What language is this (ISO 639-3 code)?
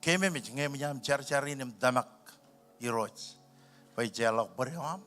mah